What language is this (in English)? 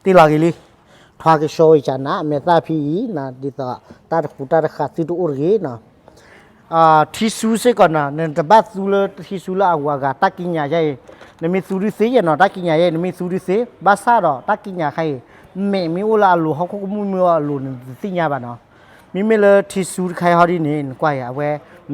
S'gaw Karen